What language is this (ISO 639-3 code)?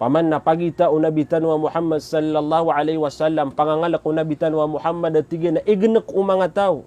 mrw